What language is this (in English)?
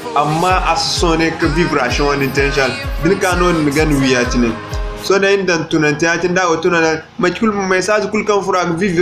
Zarma